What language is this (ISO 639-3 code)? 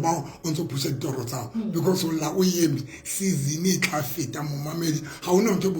sot